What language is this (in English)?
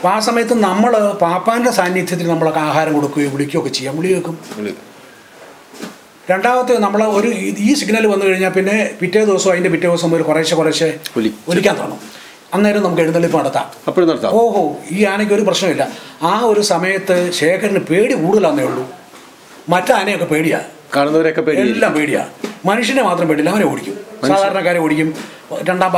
Malayalam